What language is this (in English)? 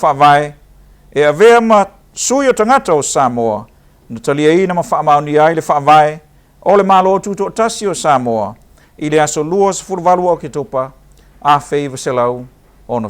Samoan